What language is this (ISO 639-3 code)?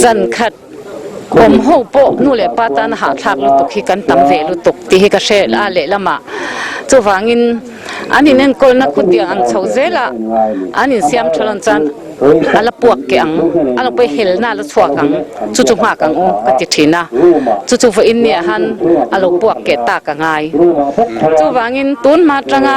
lus